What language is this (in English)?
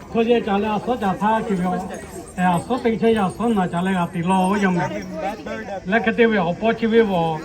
Lahu